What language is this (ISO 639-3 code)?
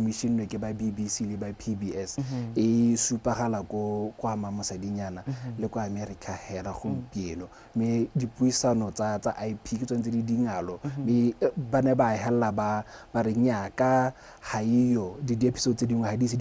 tsn